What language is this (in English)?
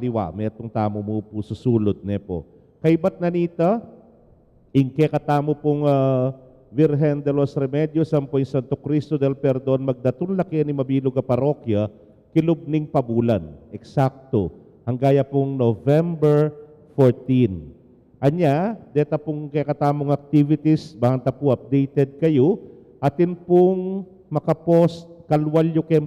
Pampanga